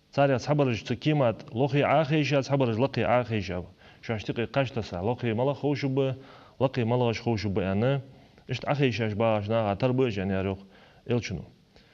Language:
Ingush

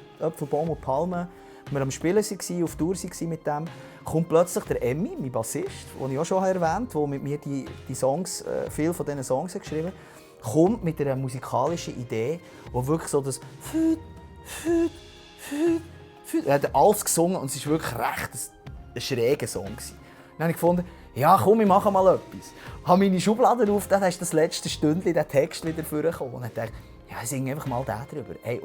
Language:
Swiss German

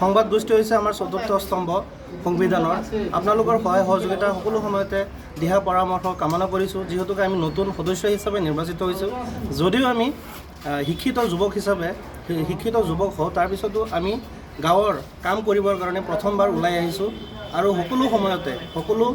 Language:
Assamese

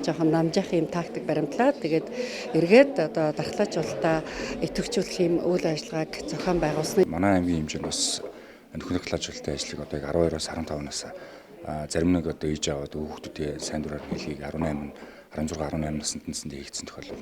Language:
Mongolian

